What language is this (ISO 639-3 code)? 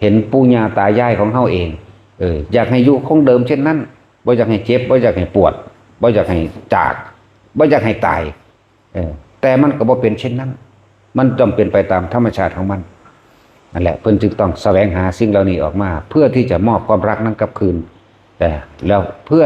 tts